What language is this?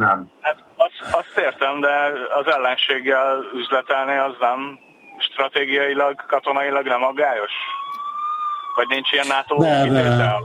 Hungarian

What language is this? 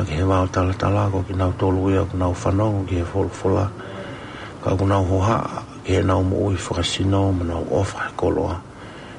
Tongan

